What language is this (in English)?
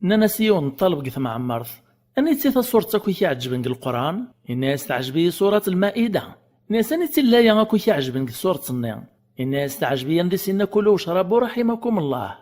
Kabyle